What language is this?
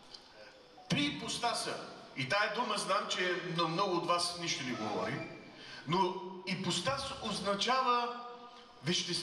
Bulgarian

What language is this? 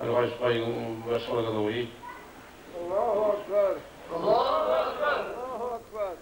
Kumyk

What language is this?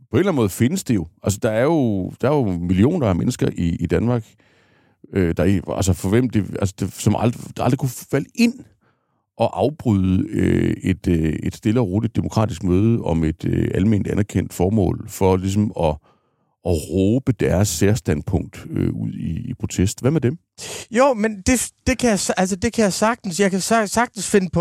Danish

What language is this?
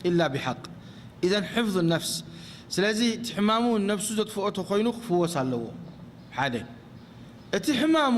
Tigrinya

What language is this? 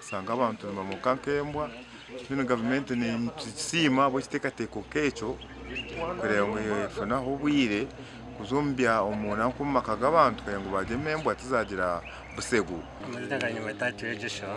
Nyankole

